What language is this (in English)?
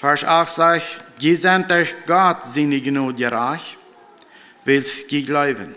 Plautdietsch